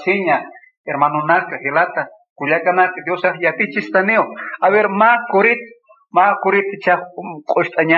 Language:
Aymara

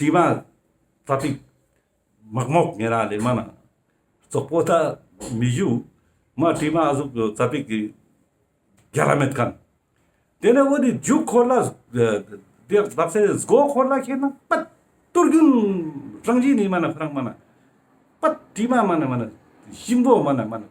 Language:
Ladakhi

